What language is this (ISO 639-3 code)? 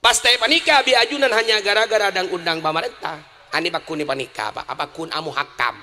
mad